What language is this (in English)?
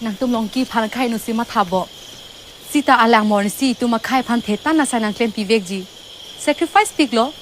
Karbi